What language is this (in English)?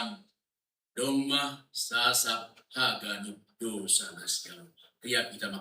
Batak Simalungun